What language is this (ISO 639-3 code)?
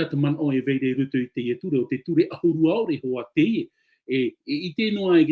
tah